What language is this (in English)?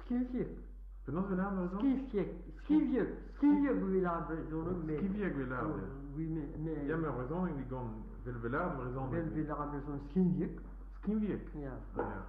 Breton